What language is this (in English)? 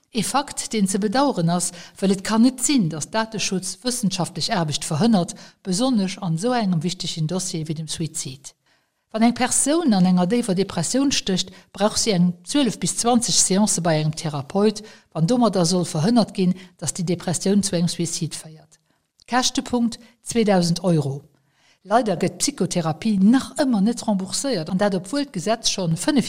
Luxembourgish